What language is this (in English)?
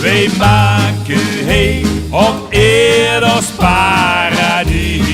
Limburgish